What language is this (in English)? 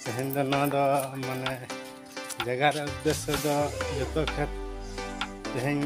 Santali